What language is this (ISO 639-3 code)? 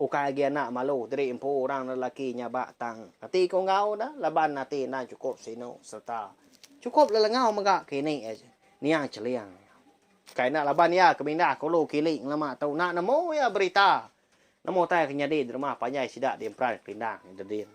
iba